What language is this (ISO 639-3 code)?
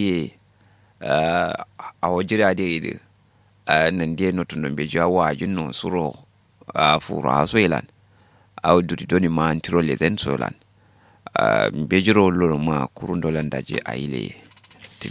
kau